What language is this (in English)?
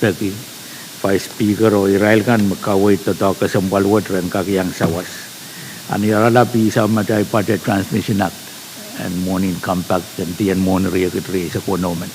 Pohnpeian